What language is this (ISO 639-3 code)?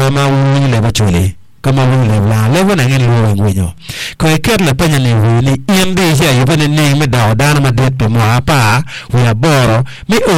ach